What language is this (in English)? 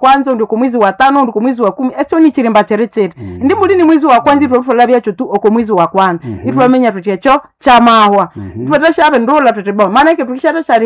Nande